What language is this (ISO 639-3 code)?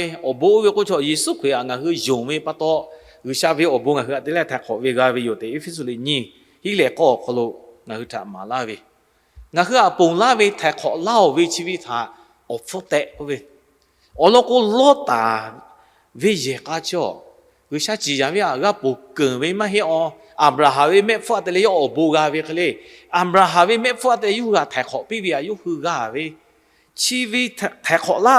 lhu